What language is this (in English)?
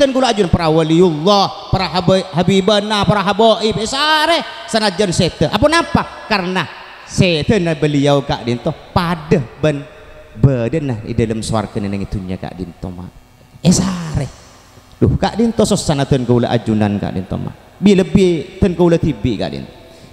Madurese